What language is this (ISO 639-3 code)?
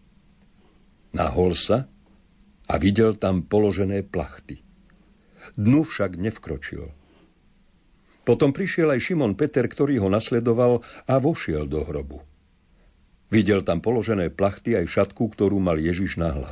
slk